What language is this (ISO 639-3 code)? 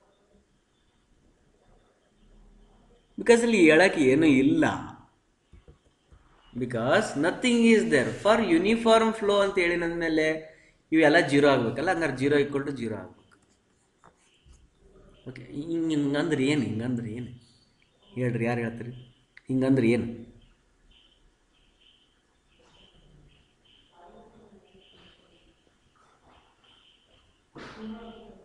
kan